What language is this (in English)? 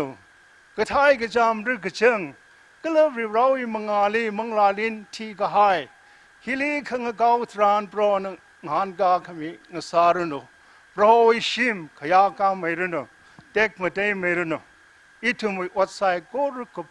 Tangkhul Naga (India)